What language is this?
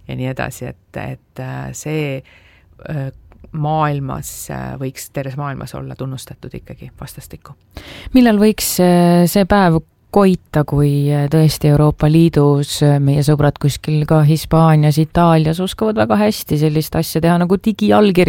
Estonian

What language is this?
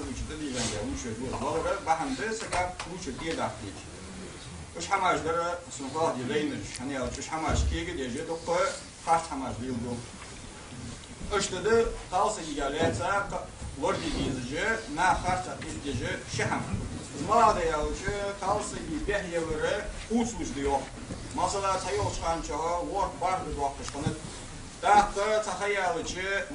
Ingush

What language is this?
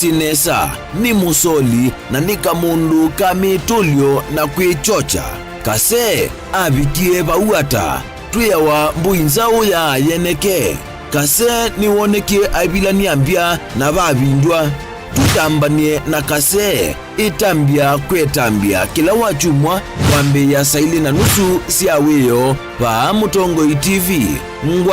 Kamba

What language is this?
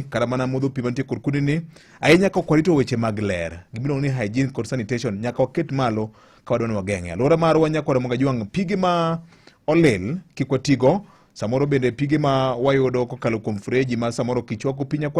Luo (Kenya and Tanzania)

